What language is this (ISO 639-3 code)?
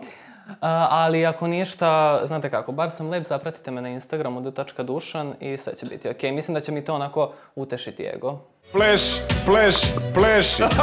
srp